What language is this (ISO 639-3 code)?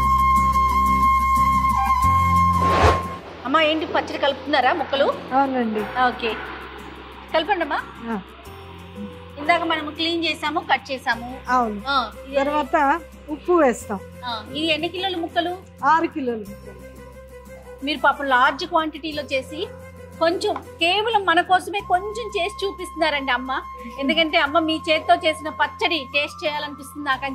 tel